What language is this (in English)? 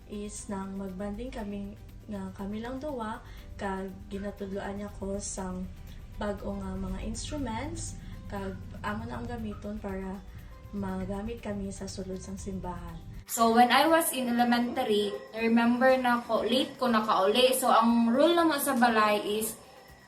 Hiligaynon